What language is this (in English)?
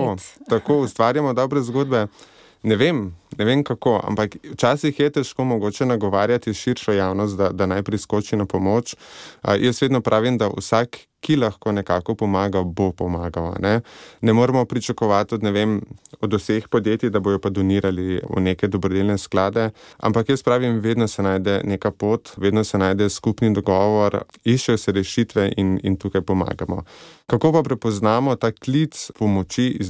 Slovenian